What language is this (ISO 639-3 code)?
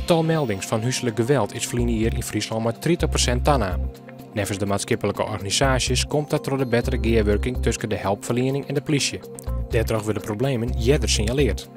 fry